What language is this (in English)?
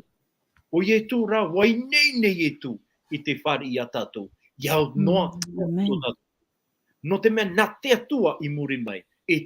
Tahitian